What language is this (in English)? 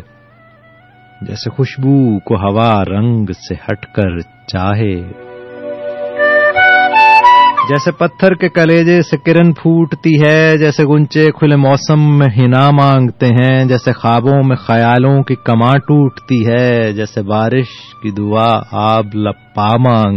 Urdu